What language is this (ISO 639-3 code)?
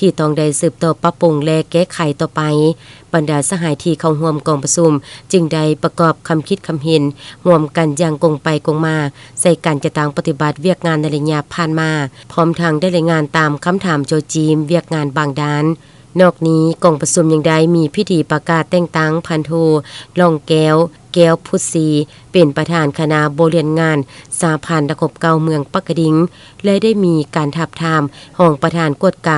lao